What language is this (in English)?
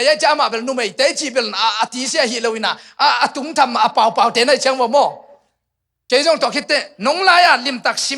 Tedim Chin